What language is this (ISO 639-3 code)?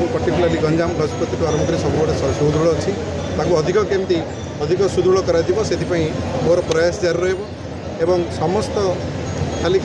ori